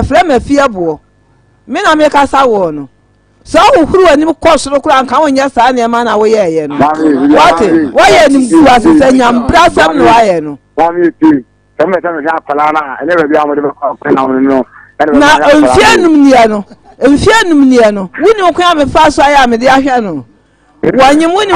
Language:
Akan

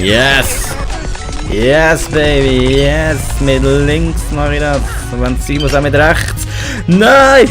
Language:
Swiss German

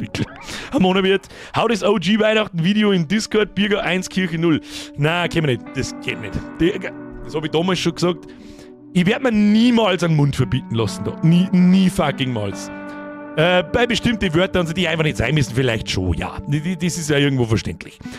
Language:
Bavarian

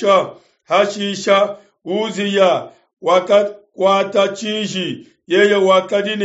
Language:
Luba-Lulua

